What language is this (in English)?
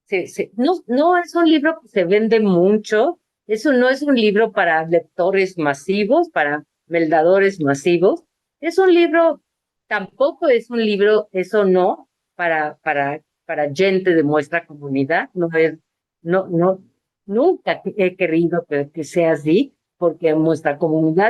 Ladino